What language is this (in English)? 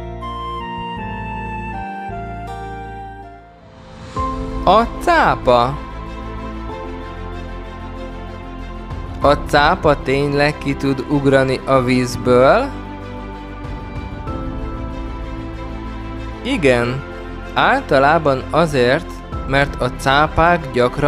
Hungarian